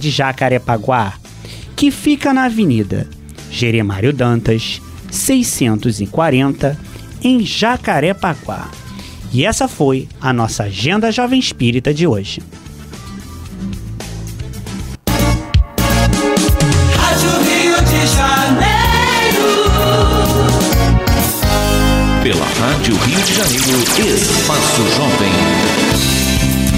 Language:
Portuguese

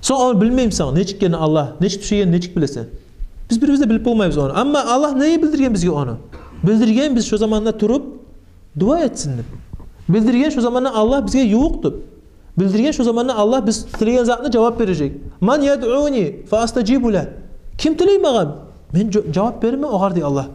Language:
Kumyk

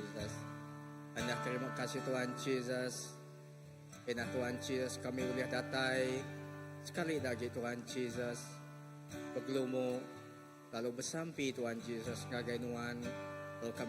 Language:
Iban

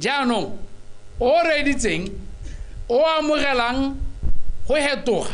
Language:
Tswana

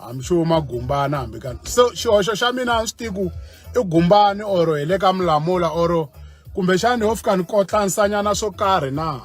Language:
Tsonga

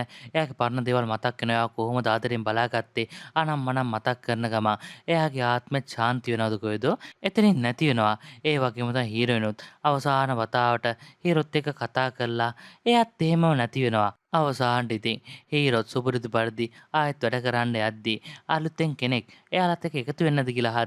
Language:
Sinhala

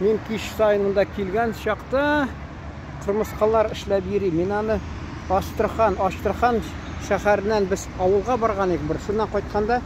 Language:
Tatar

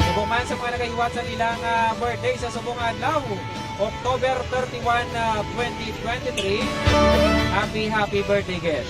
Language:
Hiligaynon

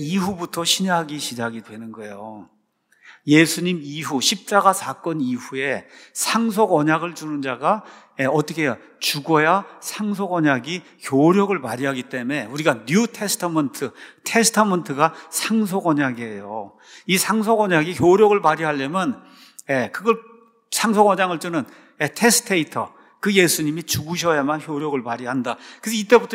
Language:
Korean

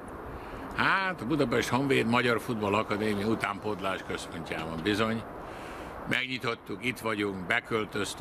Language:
Hungarian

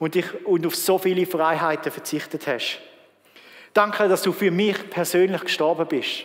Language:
Swiss German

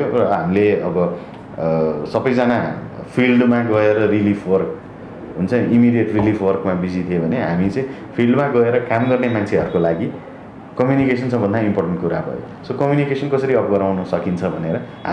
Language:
Nepali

